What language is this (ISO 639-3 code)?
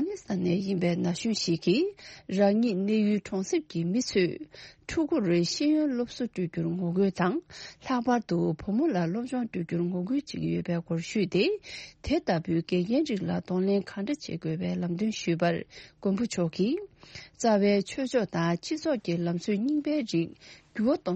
bod